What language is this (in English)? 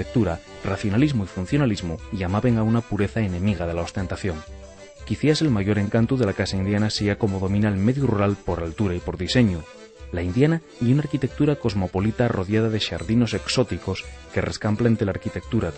Asturian